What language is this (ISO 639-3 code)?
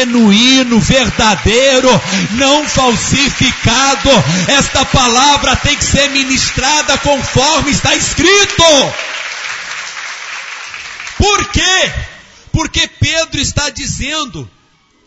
por